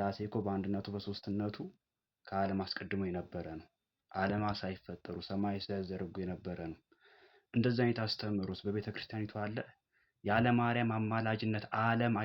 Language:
Amharic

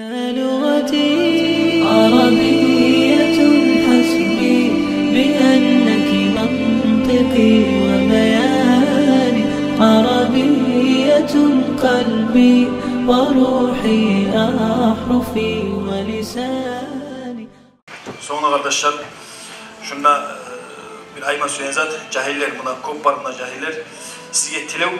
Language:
Kumyk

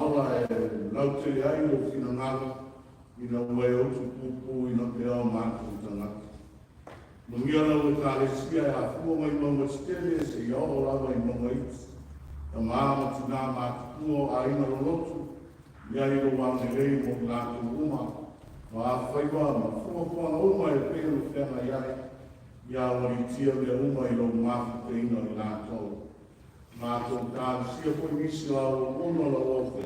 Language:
Samoan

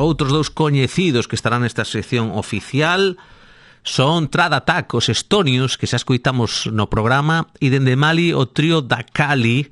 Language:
Galician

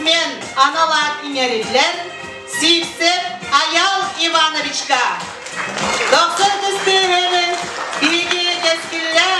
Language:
Yakut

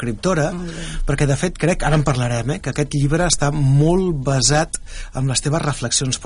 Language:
Catalan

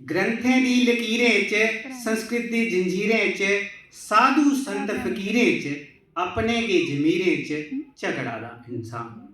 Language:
Dogri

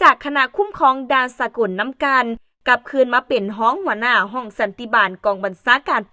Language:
Lao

